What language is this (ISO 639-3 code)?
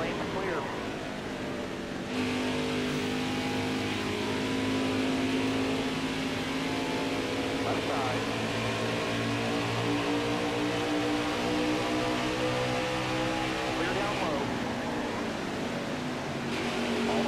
eng